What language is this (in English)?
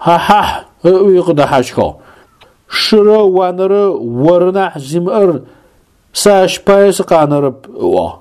Adyghe